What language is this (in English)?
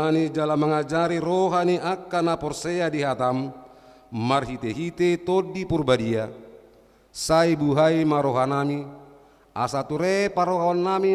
Batak Toba